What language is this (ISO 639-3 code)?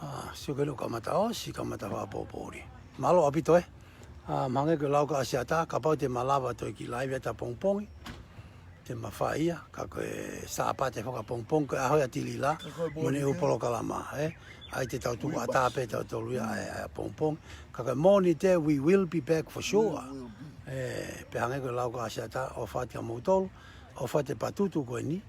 ton